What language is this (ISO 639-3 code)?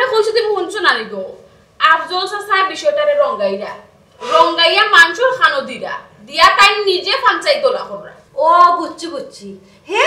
syl